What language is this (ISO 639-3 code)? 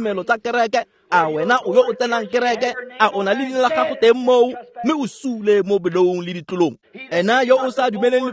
tsn